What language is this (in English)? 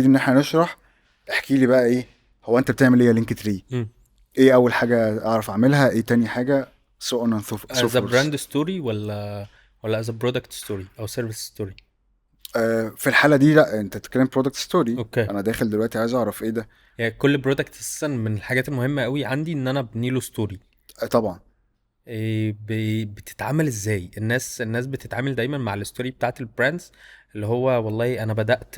Egyptian Arabic